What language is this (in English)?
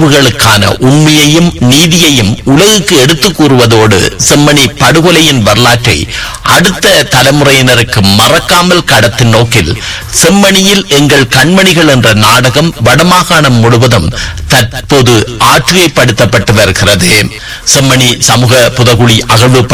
Tamil